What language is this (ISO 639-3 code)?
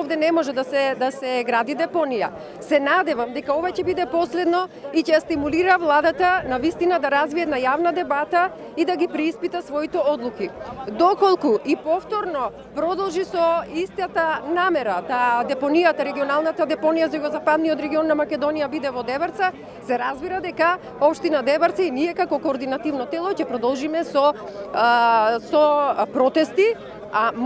mkd